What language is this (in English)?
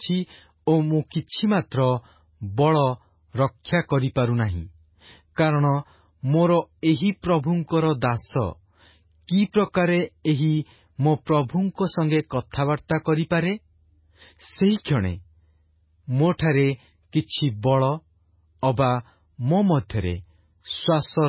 Odia